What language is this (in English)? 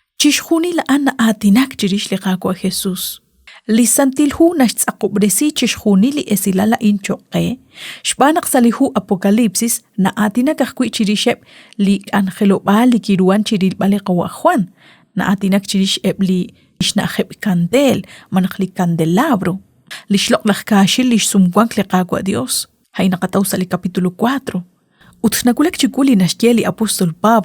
Kekchí